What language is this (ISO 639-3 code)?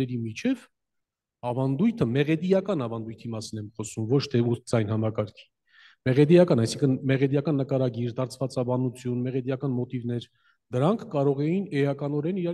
hye